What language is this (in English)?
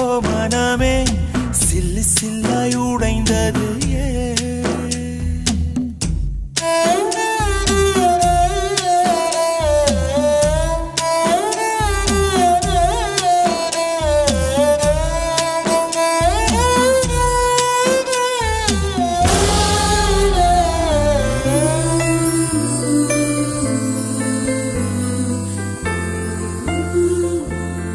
Tamil